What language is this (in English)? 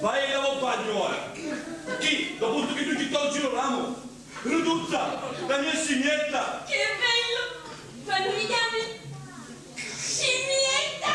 Sicilian